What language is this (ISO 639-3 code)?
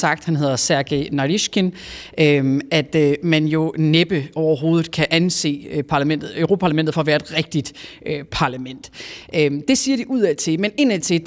dan